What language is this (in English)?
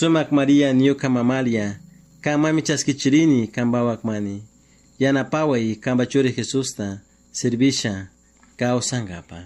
Chimborazo Highland Quichua